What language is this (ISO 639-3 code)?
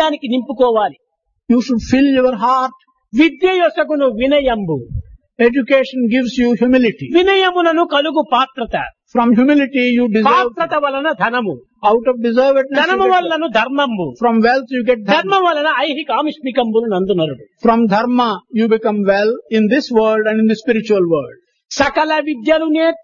tel